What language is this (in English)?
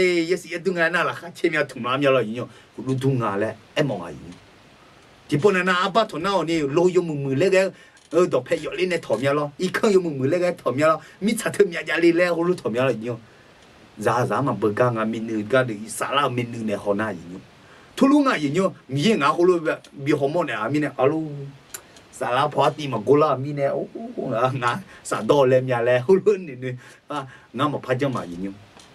Akha